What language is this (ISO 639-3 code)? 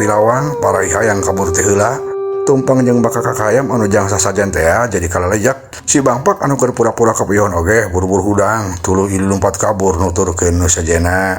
sun